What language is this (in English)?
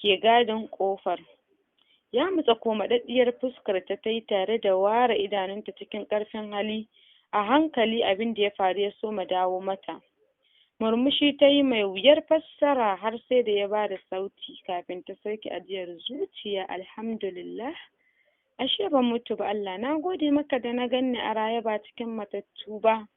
Hausa